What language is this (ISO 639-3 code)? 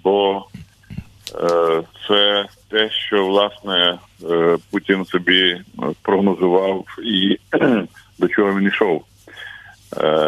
ukr